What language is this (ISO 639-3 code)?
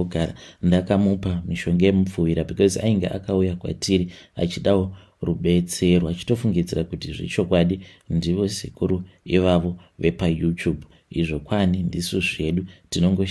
sna